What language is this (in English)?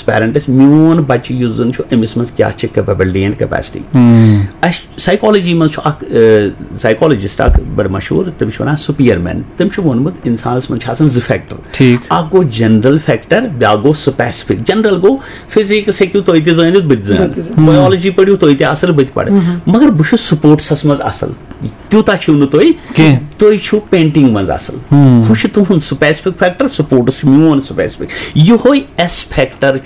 Kashmiri